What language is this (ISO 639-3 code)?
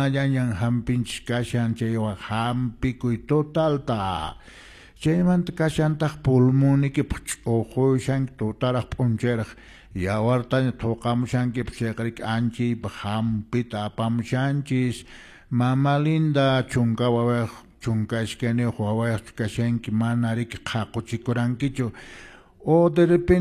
que